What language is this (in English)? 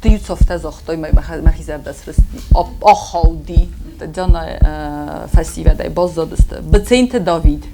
Ossetic